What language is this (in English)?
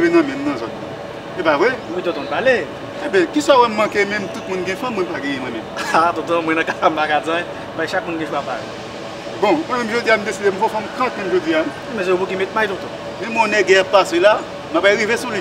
Haitian Creole